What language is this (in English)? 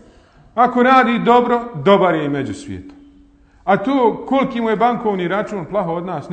Bosnian